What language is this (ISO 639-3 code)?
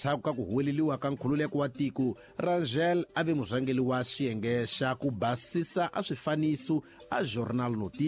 tso